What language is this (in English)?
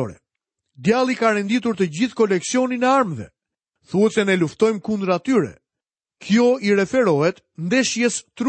Albanian